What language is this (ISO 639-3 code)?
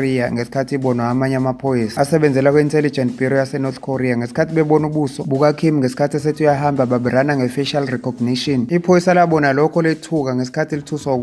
zul